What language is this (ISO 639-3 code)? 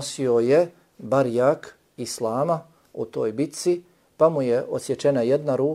bos